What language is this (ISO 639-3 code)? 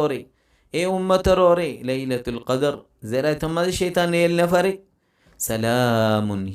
rhg